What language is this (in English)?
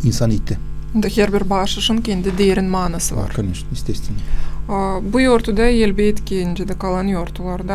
Gagauz